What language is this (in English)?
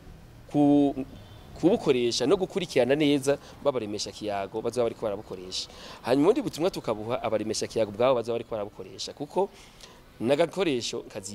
Rundi